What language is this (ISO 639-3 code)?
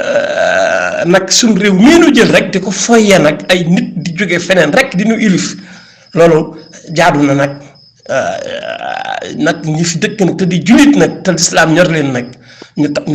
wol